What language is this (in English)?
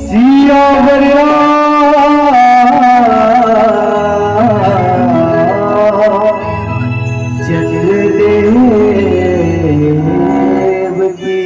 Chhattisgarhi